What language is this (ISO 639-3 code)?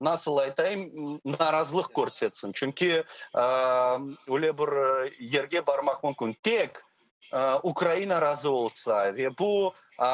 crh